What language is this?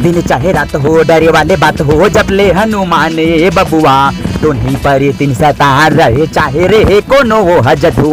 Chhattisgarhi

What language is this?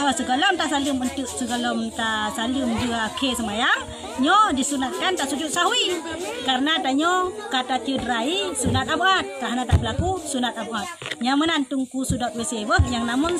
Achinese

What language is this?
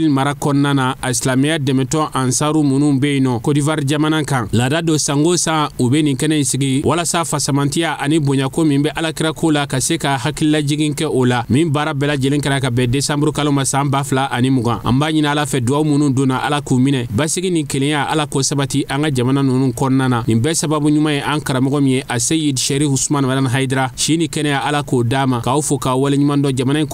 Bambara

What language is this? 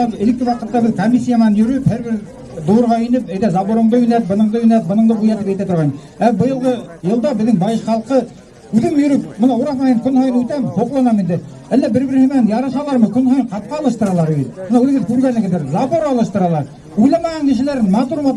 Bashkir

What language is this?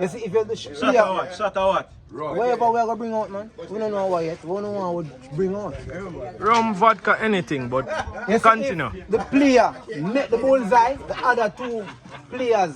Jamaican Creole English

